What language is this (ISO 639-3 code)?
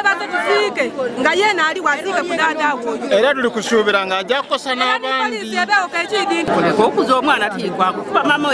lug